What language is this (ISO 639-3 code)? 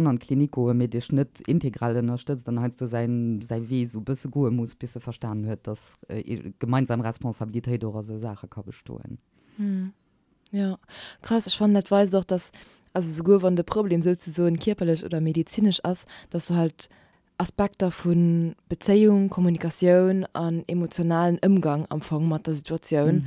ltz